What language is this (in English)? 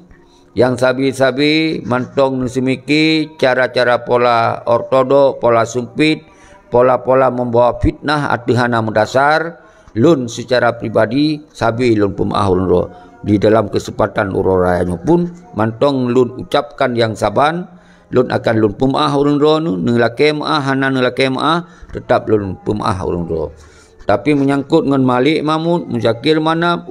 Achinese